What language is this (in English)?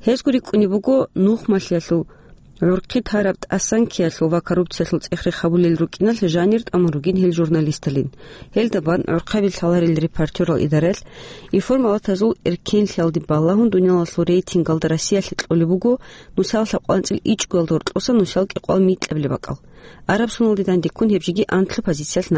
Avaric